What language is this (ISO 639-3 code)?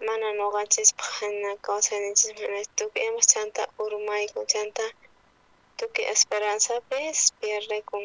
quh